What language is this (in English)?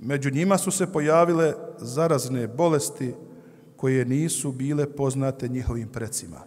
Bosnian